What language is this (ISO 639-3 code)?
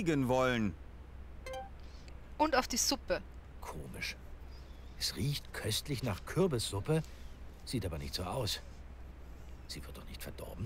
deu